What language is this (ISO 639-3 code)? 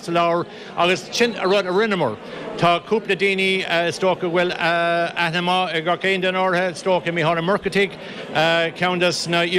gle